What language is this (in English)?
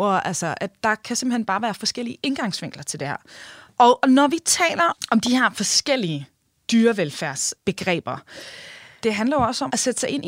Danish